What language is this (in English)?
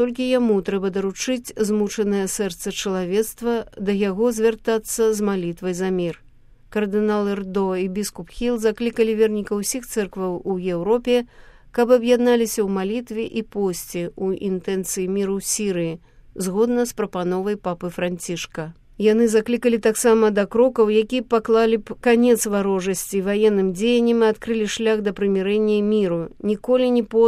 Belarusian